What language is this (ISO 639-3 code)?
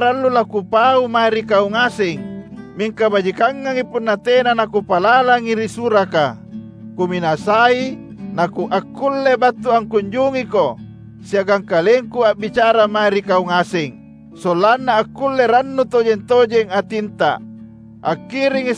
mak